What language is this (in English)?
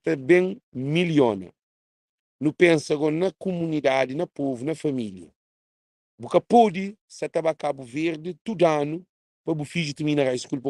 Kabuverdianu